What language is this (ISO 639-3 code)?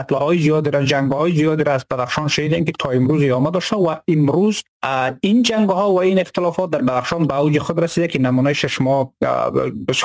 fas